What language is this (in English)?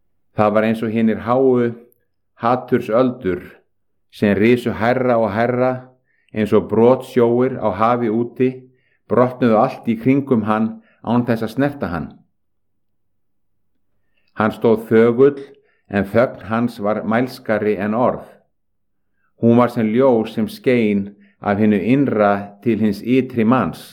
Icelandic